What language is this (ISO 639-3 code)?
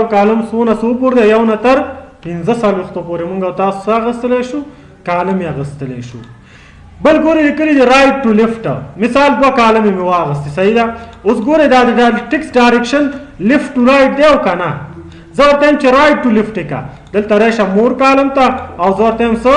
pus